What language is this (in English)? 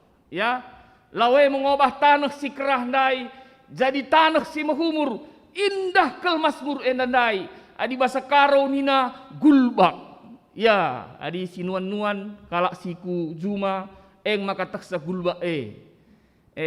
Batak Karo